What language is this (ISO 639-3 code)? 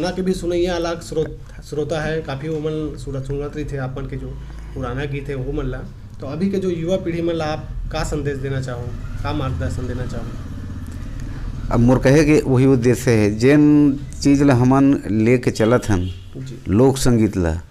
hne